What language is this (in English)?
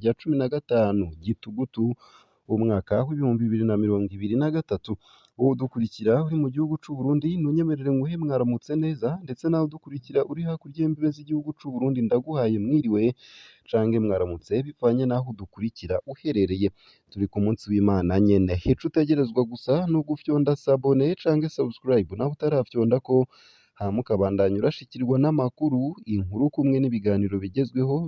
Rundi